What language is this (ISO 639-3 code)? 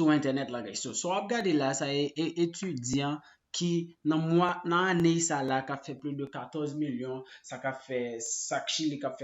hat